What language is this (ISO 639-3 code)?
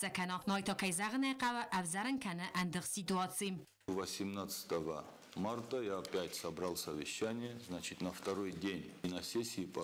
oss